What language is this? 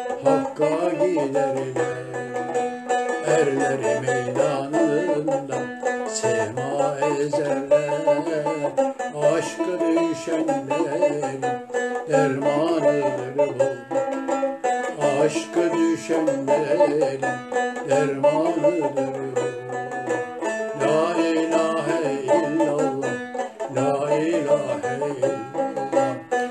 Turkish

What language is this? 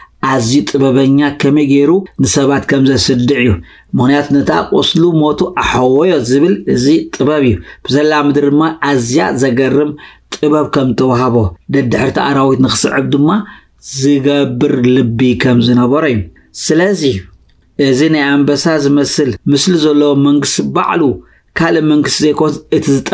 Tigrinya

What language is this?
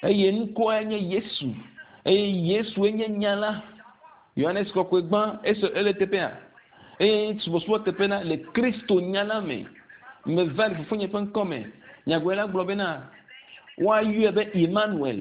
Ewe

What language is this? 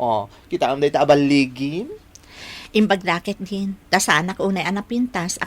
Iloko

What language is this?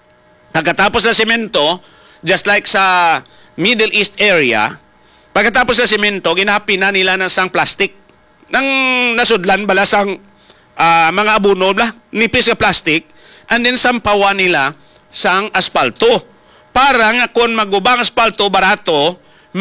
Hiligaynon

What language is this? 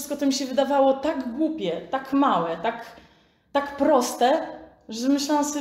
Polish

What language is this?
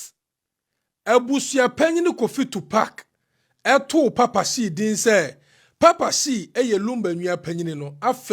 Akan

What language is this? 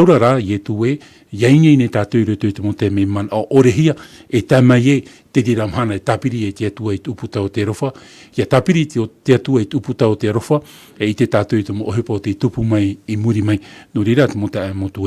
Tahitian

